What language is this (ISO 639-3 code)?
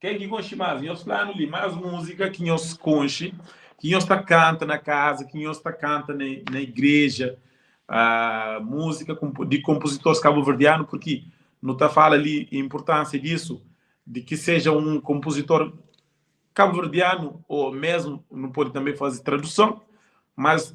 kea